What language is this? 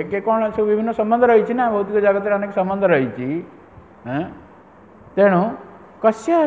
Odia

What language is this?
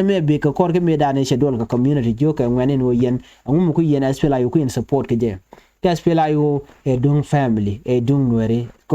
Nuer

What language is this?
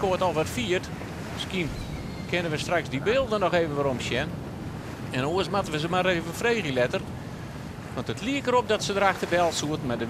Western Frisian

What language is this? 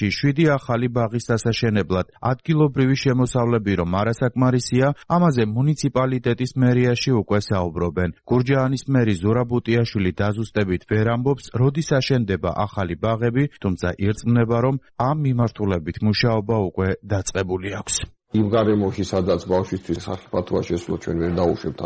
Georgian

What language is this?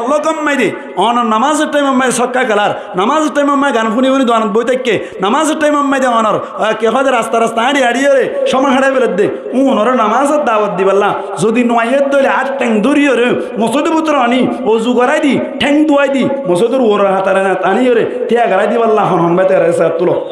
Rohingya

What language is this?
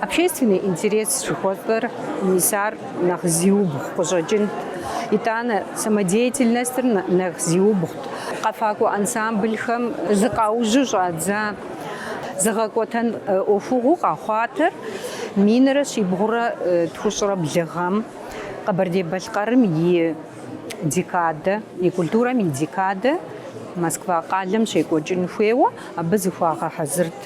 Kabardian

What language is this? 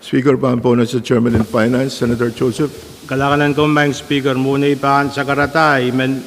Pohnpeian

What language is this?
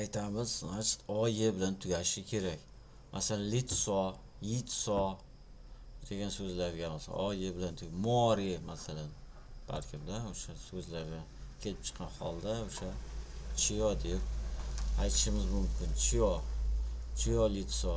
Uzbek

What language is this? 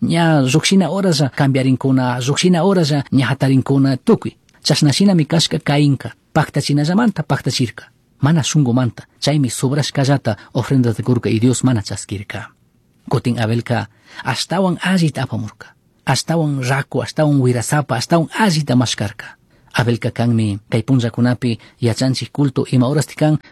Chimborazo Highland Quichua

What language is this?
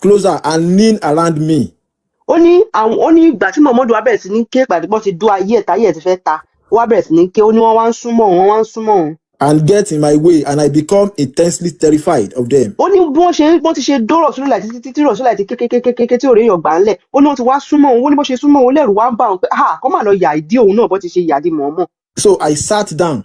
Yoruba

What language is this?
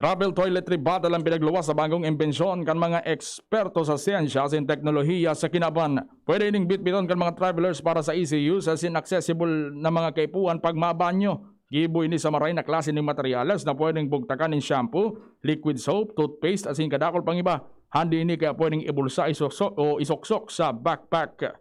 Bikol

